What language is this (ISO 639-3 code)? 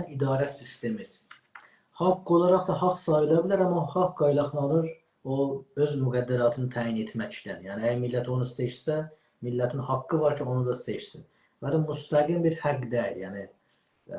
azb